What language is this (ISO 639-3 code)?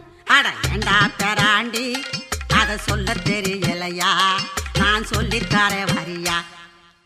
tam